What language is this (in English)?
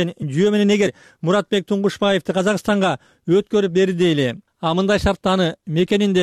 Kyrgyz